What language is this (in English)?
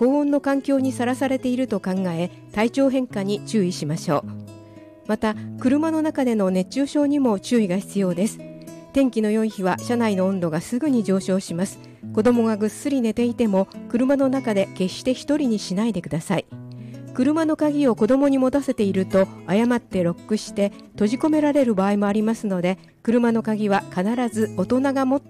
Japanese